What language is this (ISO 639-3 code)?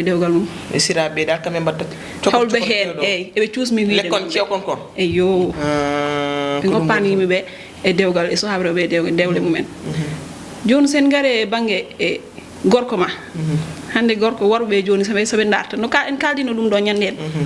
ful